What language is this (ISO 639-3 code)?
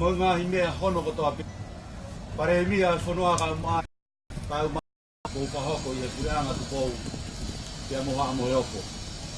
ton